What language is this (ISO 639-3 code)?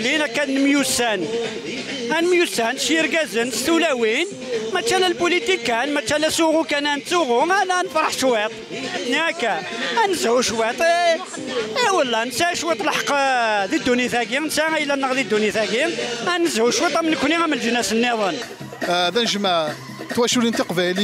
kab